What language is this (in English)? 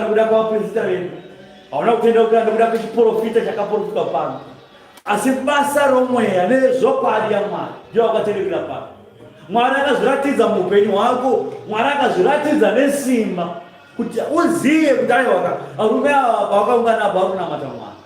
Shona